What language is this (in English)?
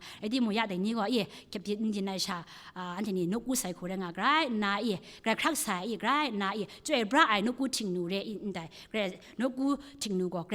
Kachin